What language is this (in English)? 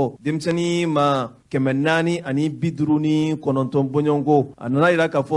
Bambara